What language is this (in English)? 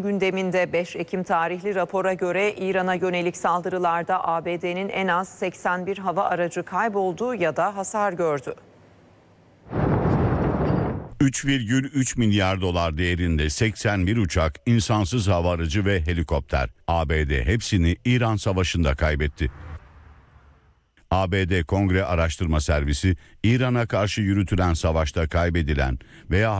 Turkish